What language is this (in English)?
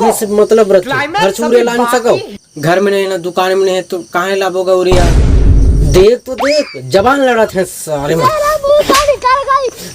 Chhattisgarhi